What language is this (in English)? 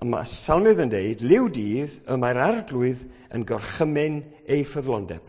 Welsh